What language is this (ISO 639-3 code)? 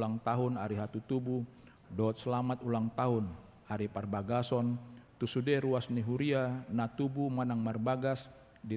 bbc